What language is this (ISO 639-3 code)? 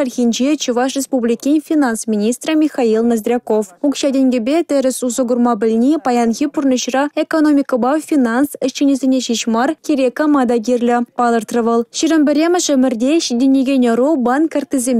chv